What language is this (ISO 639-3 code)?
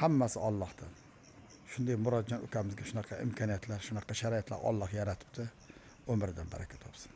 uzb